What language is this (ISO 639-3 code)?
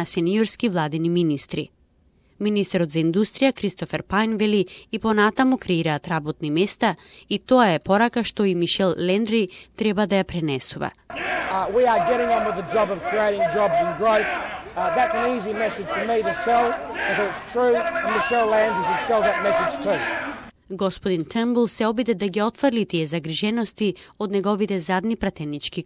mkd